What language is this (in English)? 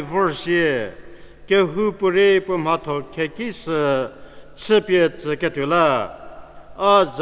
Angami Naga